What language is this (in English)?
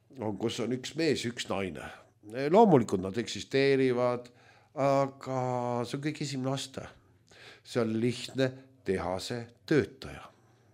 Estonian